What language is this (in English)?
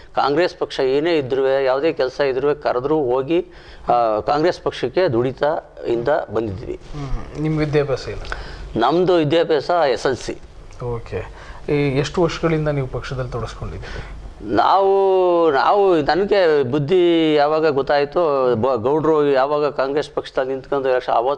Kannada